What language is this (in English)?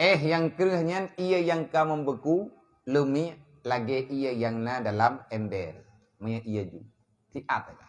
Achinese